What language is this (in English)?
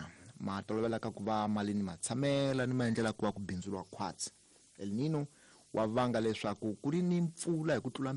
Tsonga